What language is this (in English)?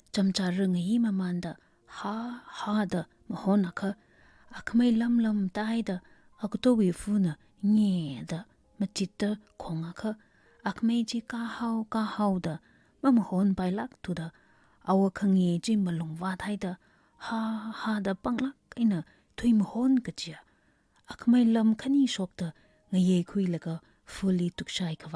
Tangkhul Naga (India)